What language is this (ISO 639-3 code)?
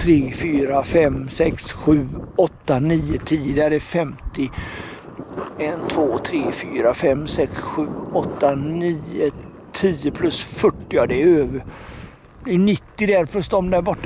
swe